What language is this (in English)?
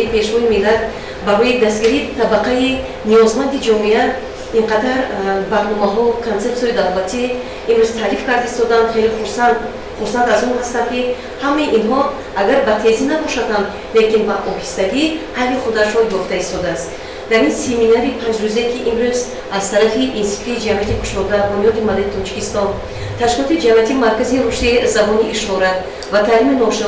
Tajik